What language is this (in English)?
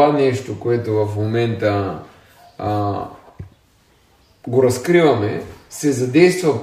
Bulgarian